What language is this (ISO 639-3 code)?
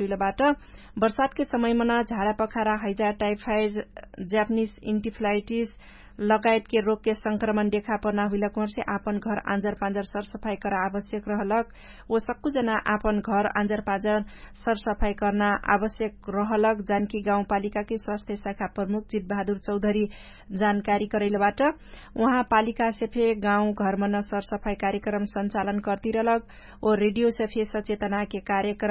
thl